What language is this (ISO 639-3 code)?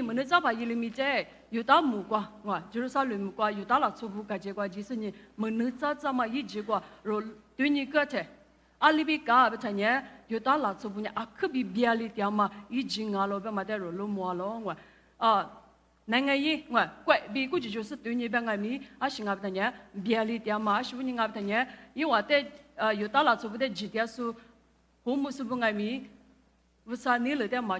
lis